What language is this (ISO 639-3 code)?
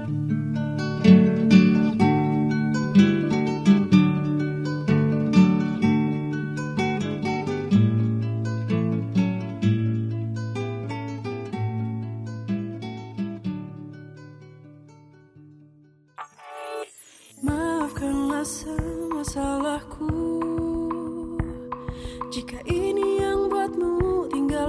ind